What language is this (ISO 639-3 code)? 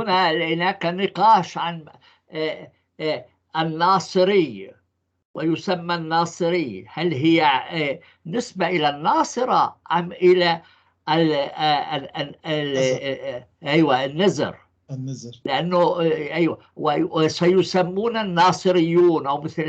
apc